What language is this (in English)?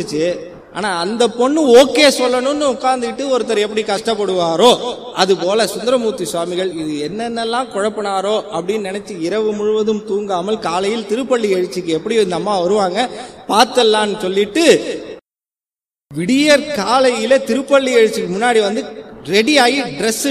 Tamil